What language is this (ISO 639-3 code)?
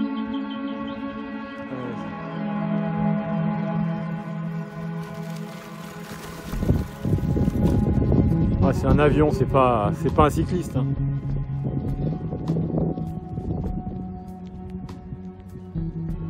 fra